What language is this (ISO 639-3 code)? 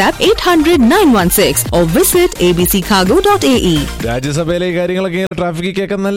mal